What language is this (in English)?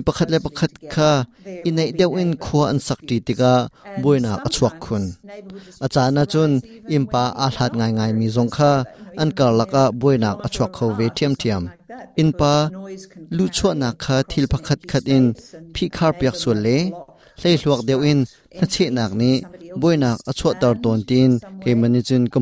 Hakha Chin